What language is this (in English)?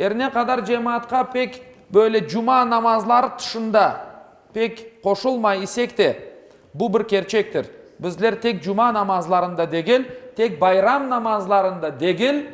Crimean Tatar